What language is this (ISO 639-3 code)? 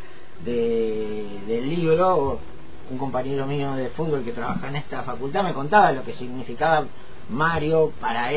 spa